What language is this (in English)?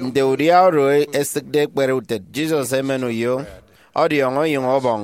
Efik